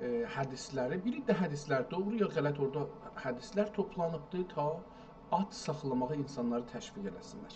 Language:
South Azerbaijani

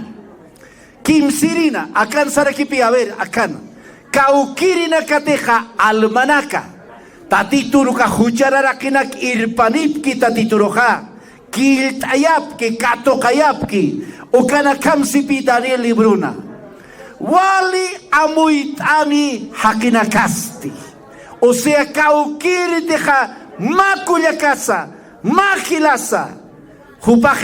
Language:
Aymara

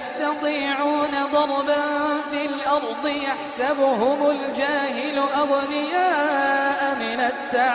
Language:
Iranun (Philippines)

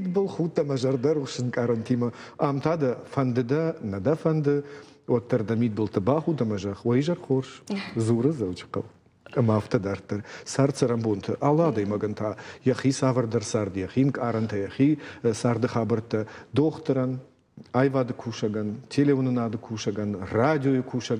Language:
Ossetic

